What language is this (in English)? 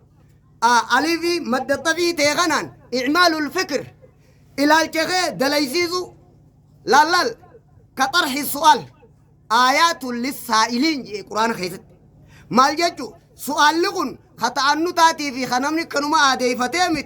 Oromo